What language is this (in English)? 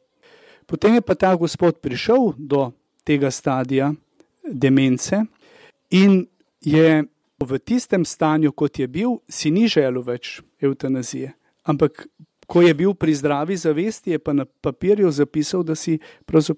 Slovenian